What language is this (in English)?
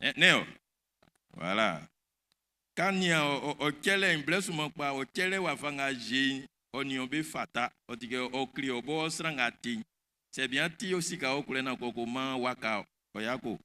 Baoulé